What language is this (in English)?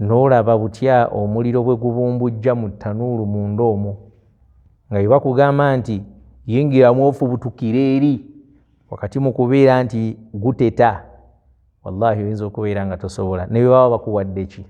Ganda